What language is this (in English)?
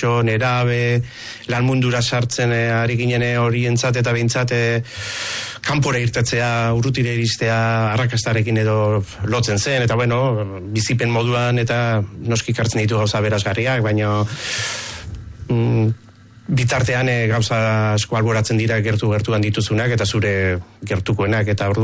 Basque